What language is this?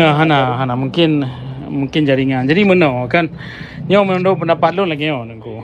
Achinese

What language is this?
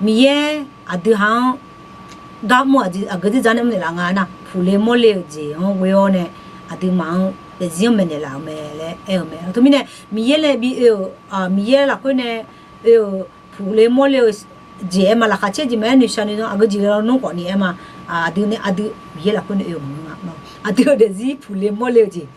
Akha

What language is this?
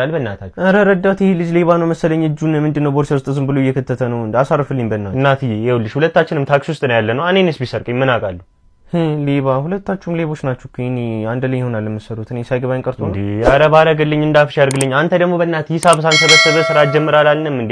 Amharic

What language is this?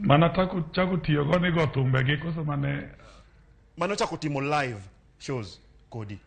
Luo (Kenya and Tanzania)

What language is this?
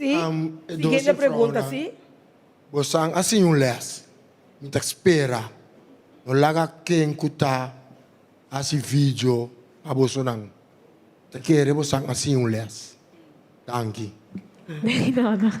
Papiamento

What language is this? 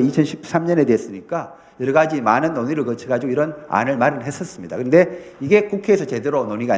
Korean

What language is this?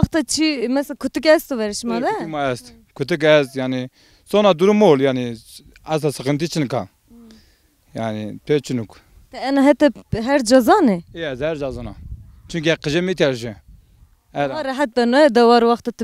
Zaza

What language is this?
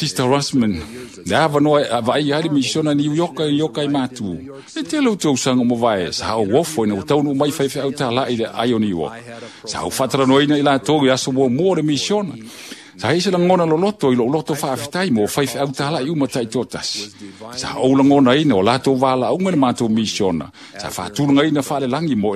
Samoan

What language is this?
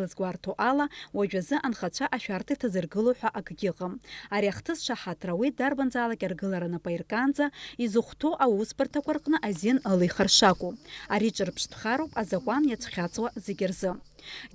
Abkhazian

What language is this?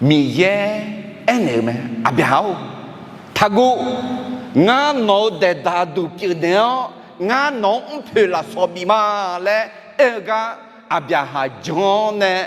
Akha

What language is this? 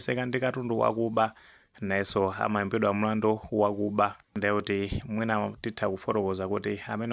Nyanja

